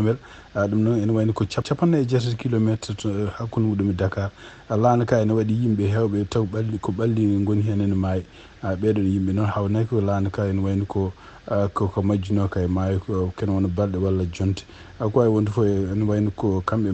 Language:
Fula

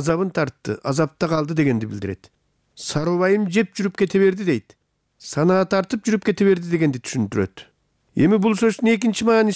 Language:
Kyrgyz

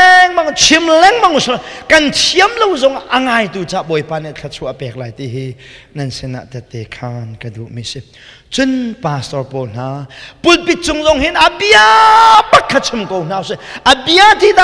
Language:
Hakha Chin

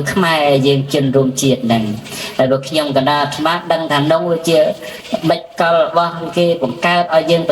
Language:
Khmer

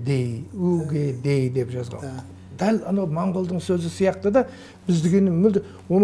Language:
Kazakh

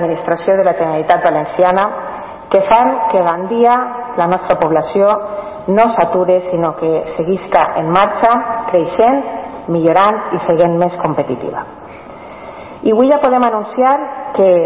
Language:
Catalan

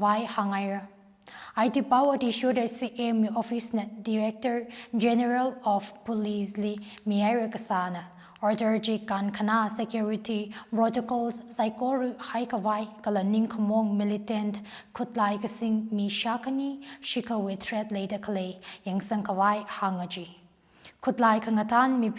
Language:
Tangkhul Naga (India)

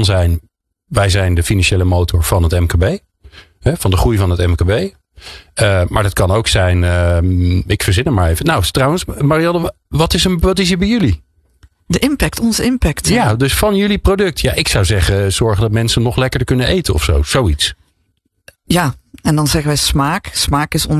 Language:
Dutch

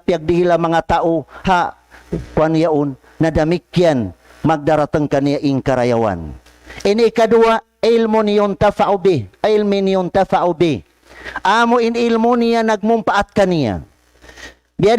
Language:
Tausug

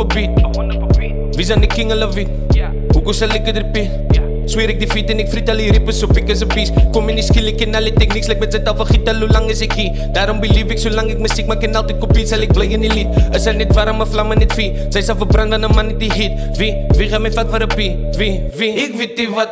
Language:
Afrikaans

